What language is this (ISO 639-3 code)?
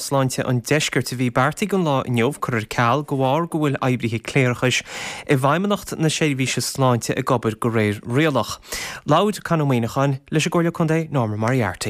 gle